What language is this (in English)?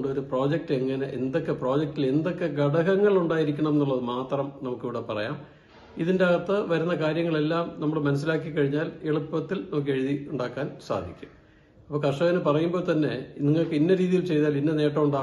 Malayalam